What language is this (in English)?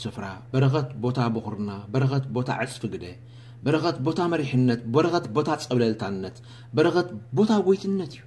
Tigrinya